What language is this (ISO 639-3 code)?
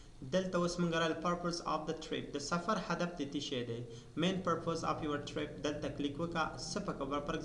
pus